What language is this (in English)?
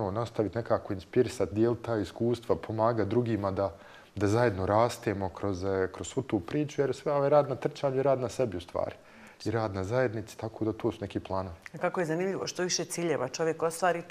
Bosnian